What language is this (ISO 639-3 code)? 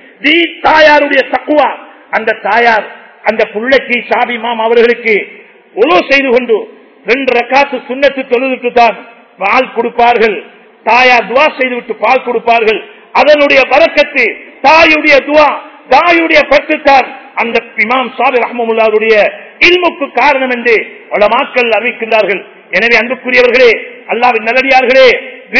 tam